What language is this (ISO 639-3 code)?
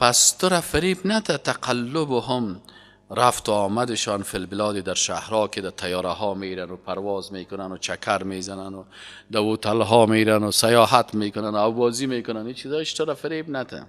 fas